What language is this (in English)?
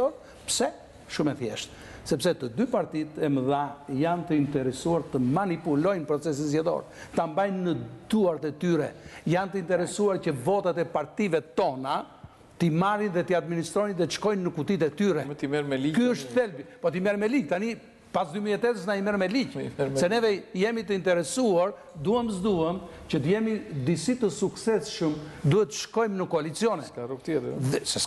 Albanian